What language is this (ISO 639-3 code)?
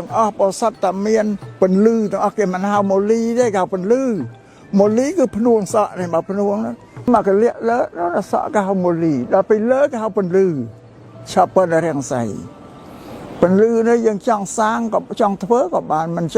khm